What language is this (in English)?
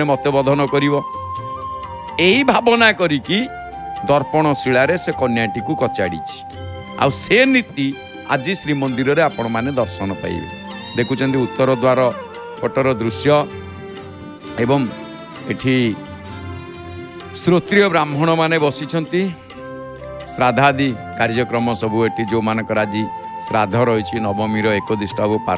Odia